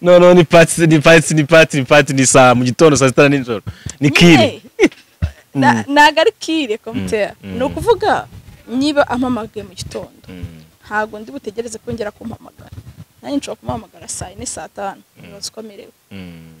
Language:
Kinyarwanda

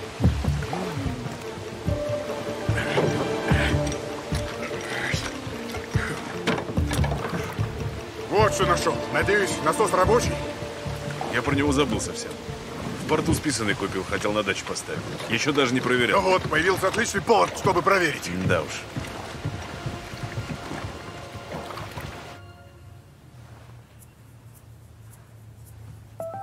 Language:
Russian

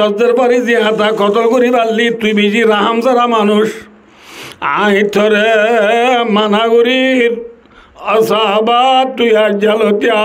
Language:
Rohingya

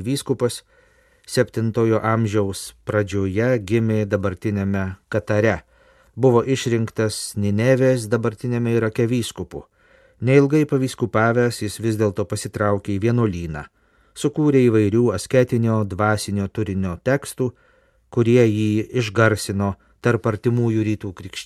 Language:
Lithuanian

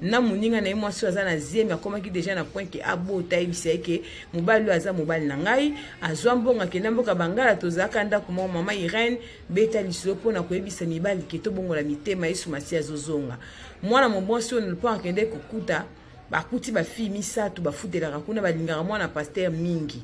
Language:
Lingala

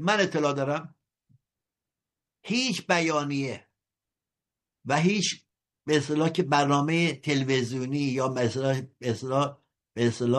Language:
Persian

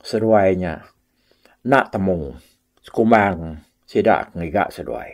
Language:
Iban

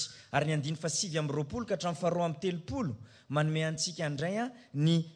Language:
Malagasy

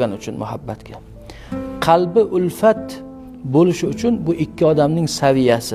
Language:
Uzbek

